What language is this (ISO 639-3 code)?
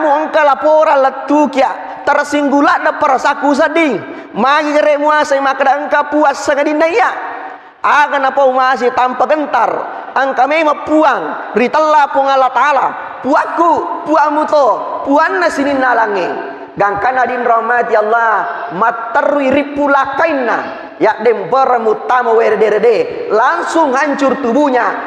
bug